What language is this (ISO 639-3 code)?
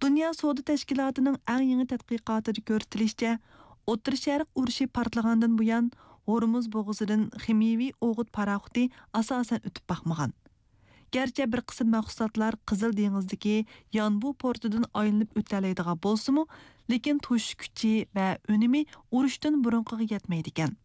uig